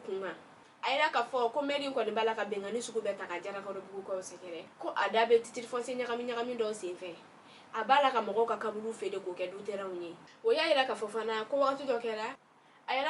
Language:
Bambara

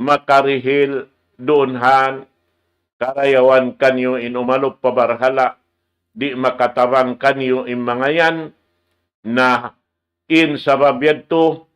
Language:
Tausug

